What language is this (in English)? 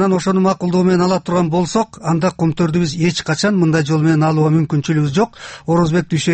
Kyrgyz